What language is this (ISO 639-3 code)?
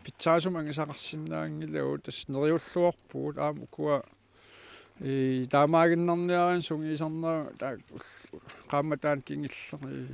kal